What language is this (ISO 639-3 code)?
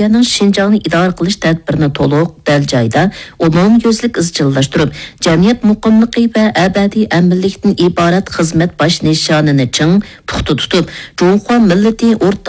uig